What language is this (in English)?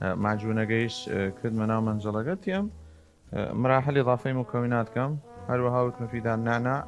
Southern Kurdish